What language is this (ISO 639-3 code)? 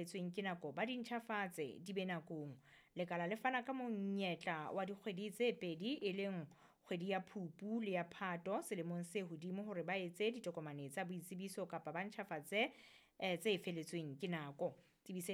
sot